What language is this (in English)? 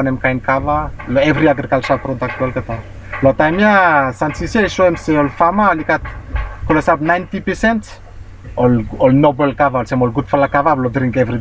Bislama